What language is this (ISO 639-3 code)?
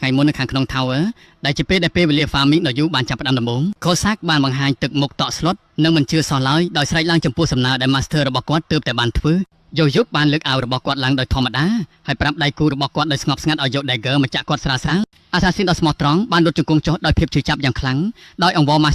khm